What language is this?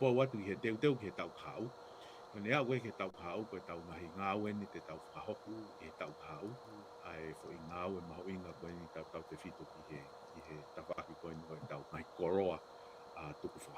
Tongan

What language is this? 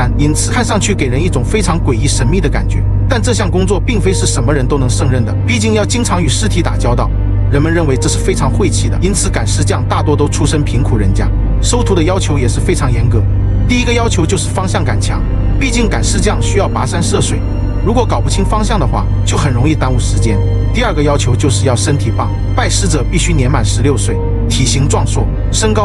Chinese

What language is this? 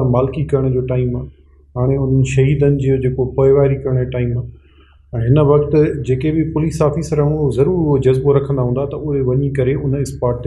Sindhi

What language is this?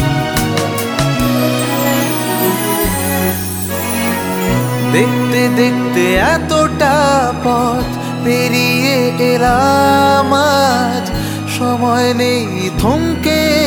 Bangla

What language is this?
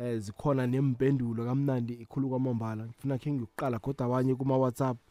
South Ndebele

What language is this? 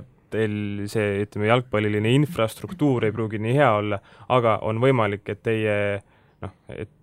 Estonian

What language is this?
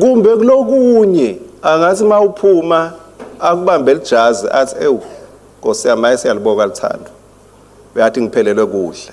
Swati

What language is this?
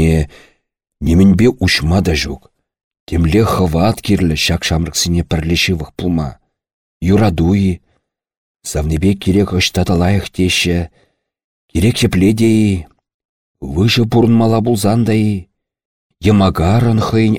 Chuvash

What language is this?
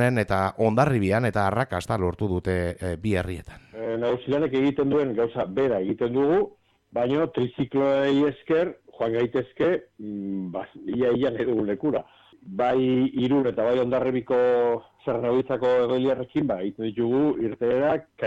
Basque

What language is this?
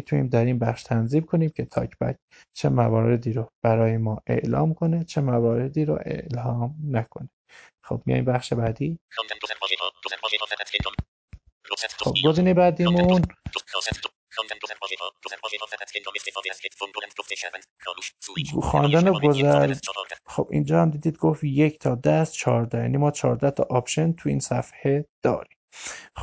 Persian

